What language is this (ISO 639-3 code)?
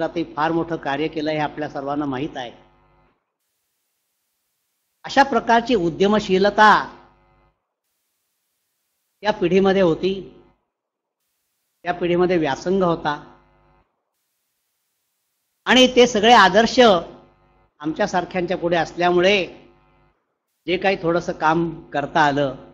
mar